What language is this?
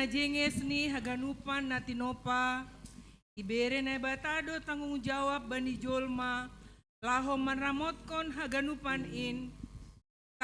Batak Simalungun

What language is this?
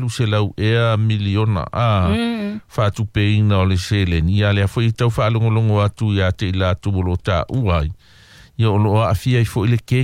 Samoan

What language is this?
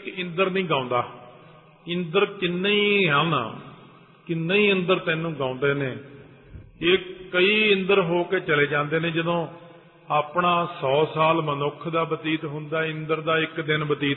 Punjabi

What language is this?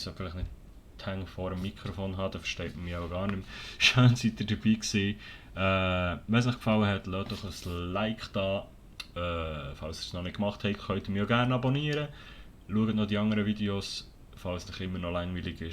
Swiss German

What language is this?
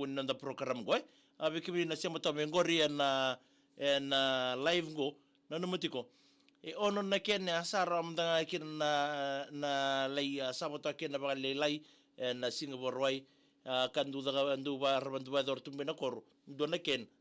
Fijian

